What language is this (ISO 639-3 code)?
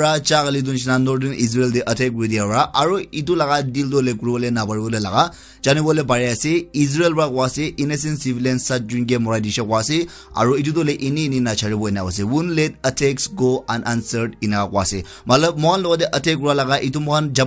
nag